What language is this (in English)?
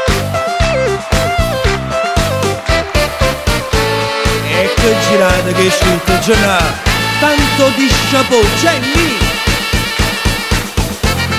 Italian